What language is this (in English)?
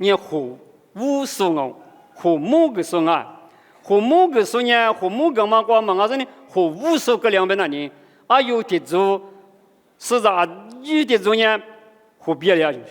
Lisu